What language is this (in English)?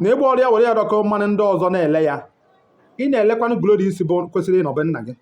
Igbo